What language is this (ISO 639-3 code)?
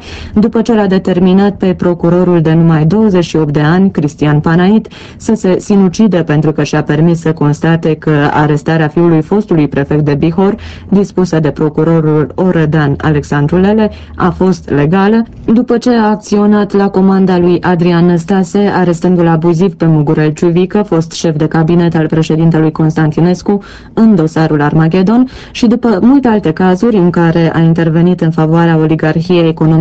ron